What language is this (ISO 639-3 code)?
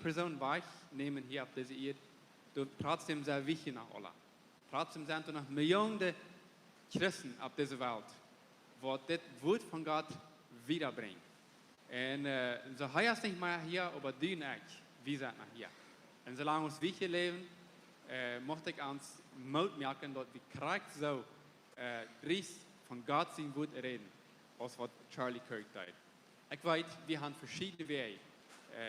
pdt